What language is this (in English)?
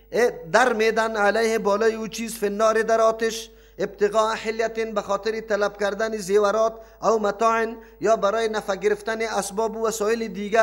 Persian